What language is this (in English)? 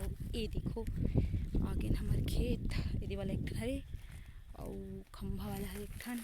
Chhattisgarhi